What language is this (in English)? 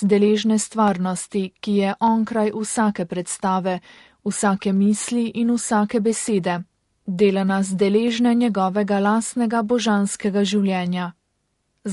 Slovenian